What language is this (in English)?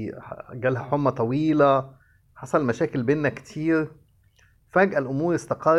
Egyptian Arabic